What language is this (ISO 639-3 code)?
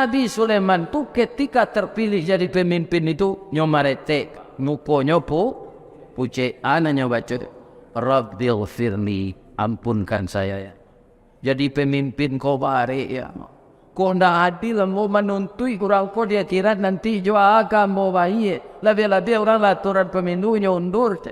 min